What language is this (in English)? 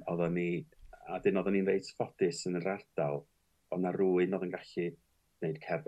Welsh